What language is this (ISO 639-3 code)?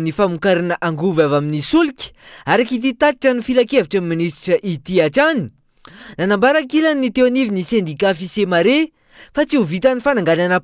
mlg